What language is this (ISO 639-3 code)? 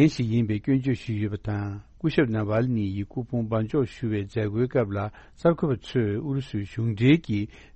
bod